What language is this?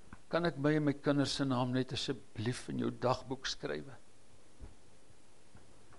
Afrikaans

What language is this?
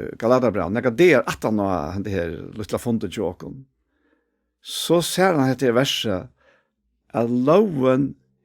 Faroese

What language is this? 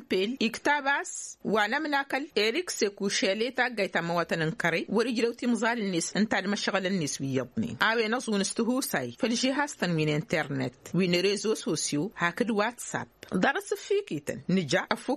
Tamasheq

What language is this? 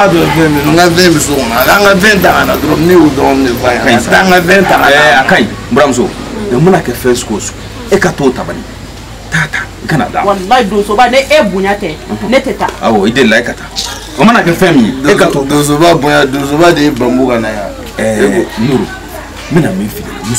Bambara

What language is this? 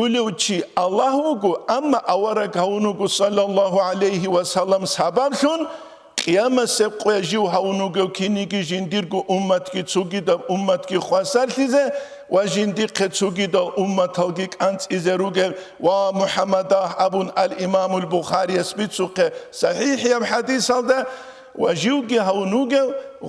Avaric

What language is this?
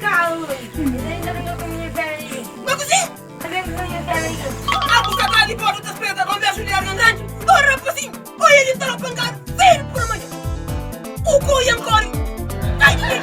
Kabuverdianu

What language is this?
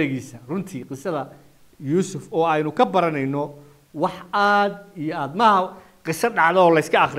Somali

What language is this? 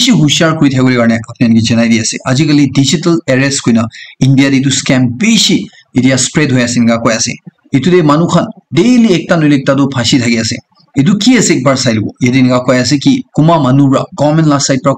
Naga Pidgin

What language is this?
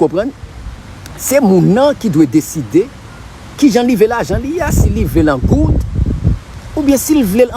Haitian Creole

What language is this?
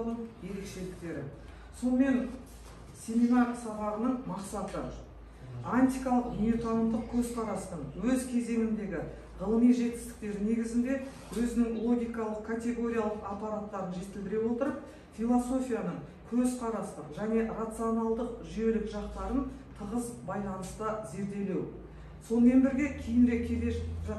Kazakh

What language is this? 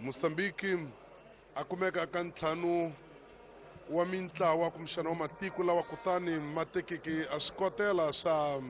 Tsonga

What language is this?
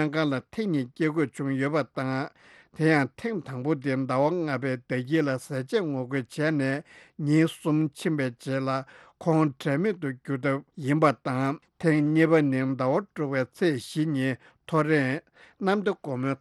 Tibetan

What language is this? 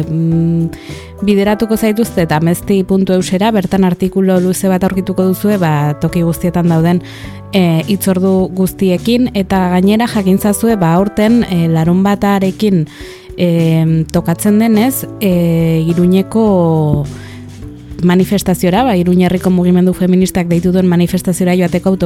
Basque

